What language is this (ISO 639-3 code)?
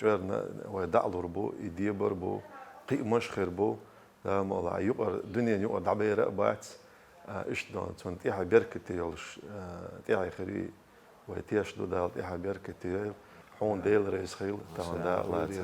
che